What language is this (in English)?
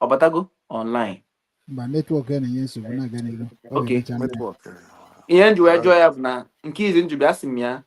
Igbo